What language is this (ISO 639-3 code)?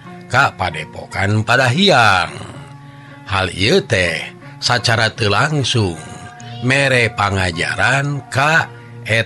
sun